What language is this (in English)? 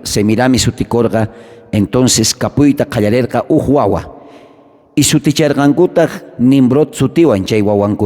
South Bolivian Quechua